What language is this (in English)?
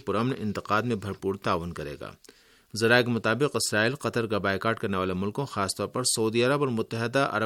Urdu